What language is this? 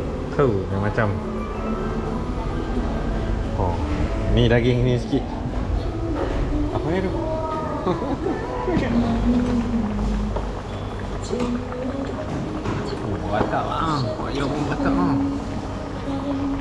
Malay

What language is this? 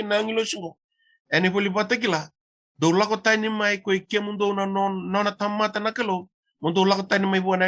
Fijian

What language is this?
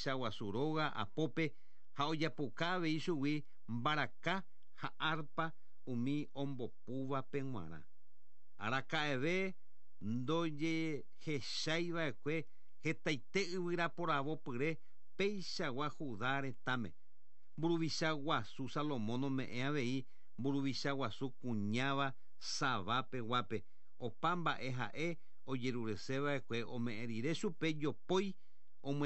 Guarani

